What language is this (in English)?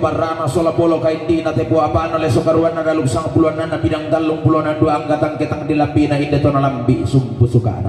Toraja-Sa'dan